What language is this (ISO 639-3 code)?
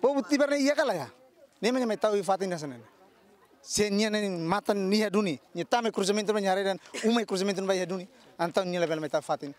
tet